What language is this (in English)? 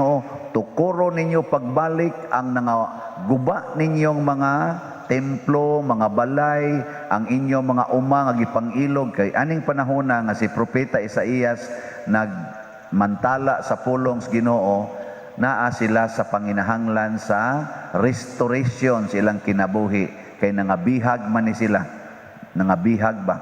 Cebuano